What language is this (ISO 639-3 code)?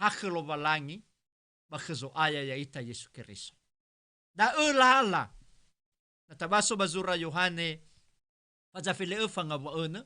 nia